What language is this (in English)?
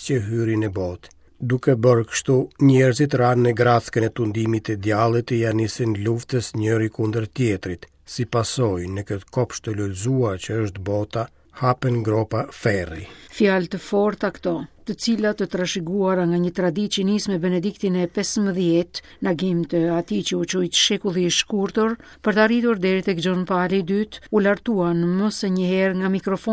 Albanian